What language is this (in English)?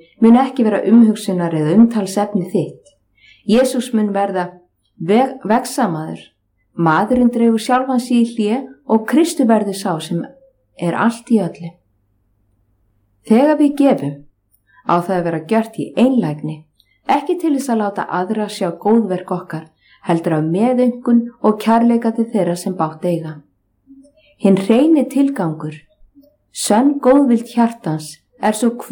Icelandic